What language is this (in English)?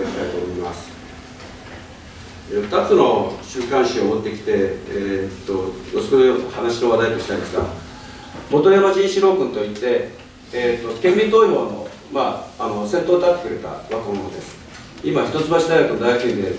Japanese